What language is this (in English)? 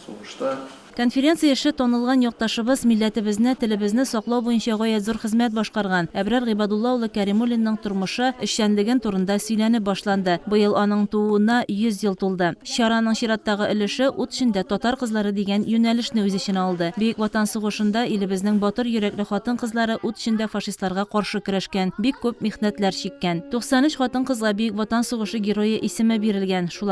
Tatar